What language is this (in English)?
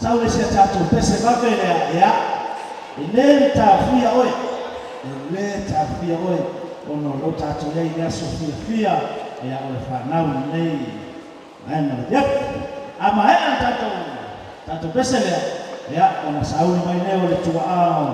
Samoan